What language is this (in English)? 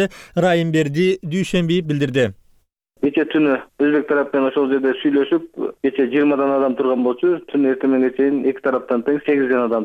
Kyrgyz